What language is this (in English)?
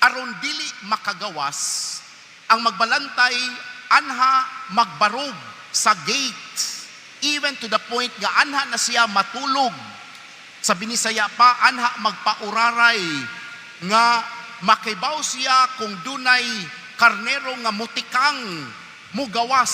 Cebuano